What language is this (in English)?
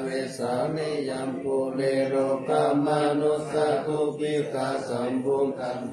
Pali